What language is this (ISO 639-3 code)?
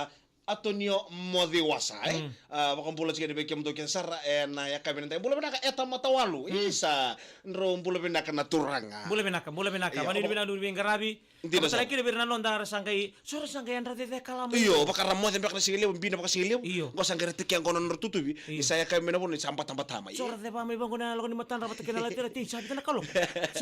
fij